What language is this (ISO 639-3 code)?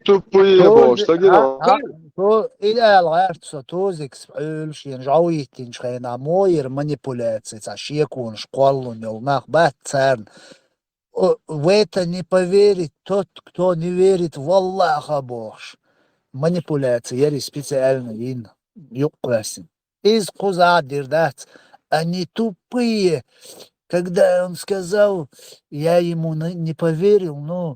che